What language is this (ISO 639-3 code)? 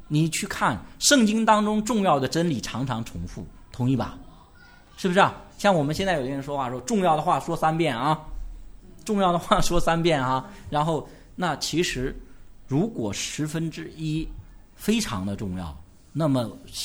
zho